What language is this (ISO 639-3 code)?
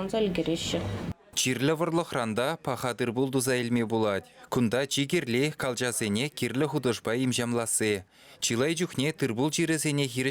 chv